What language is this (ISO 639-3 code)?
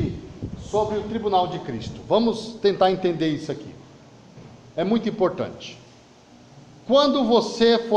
por